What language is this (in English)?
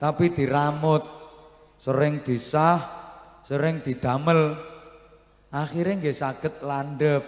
Javanese